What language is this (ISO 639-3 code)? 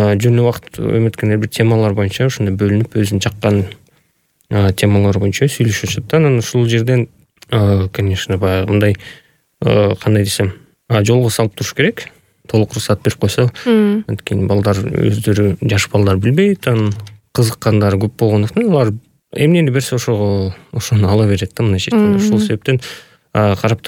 kir